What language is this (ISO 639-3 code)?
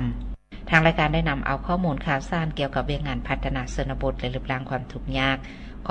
lao